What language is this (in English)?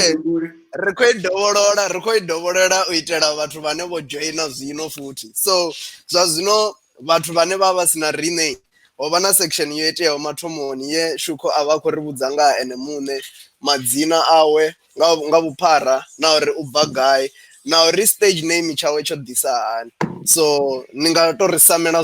Venda